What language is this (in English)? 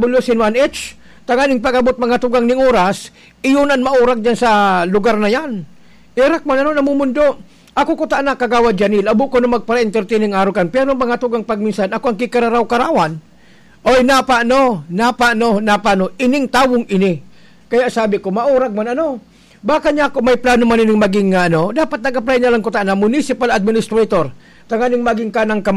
Bikol